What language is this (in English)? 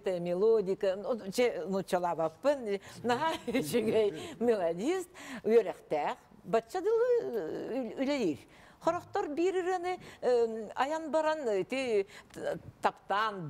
Yakut